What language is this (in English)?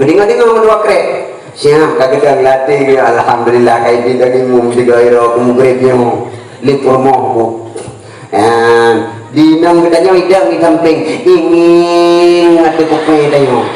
Achinese